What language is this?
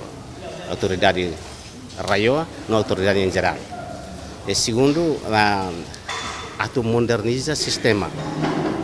Tetum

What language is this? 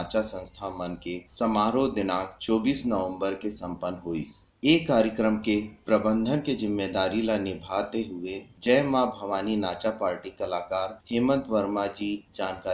Chhattisgarhi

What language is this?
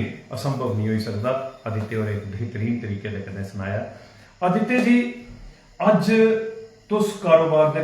Dogri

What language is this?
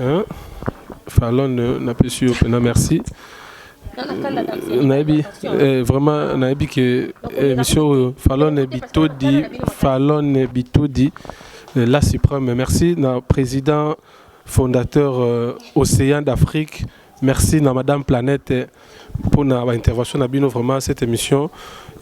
Lingala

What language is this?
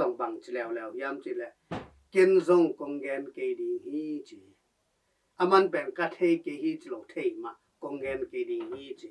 Tedim Chin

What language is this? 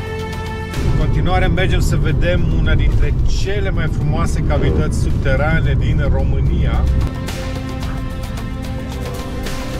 Romanian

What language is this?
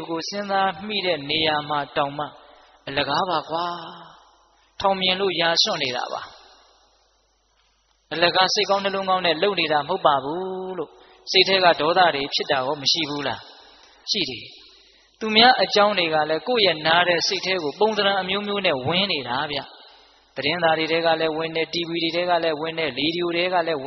Burmese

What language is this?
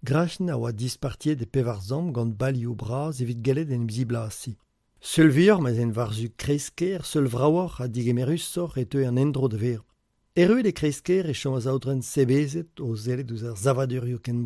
Breton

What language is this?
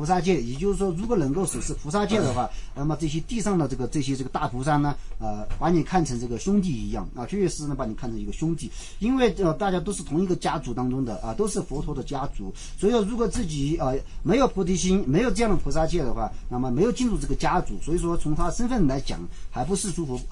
Chinese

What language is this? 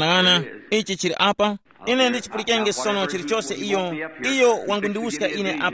Tumbuka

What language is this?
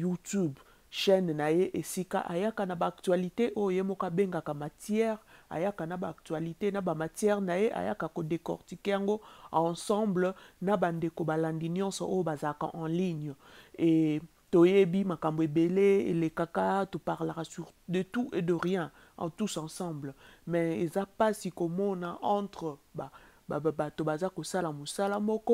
Lingala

